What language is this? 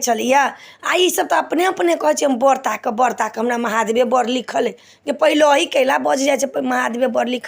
Maithili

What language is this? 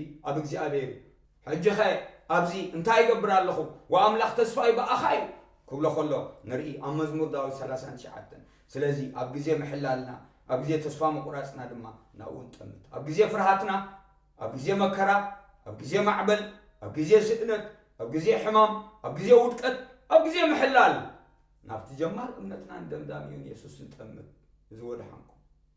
Tigrinya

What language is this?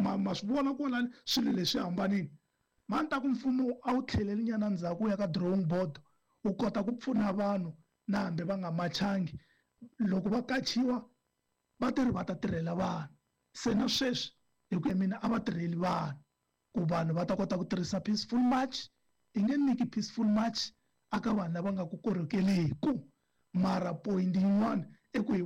Tsonga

